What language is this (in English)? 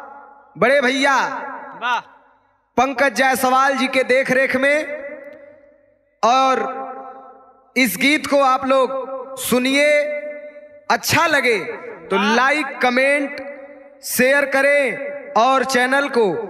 Bhojpuri